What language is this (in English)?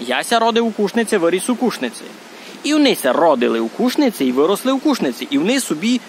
Rusyn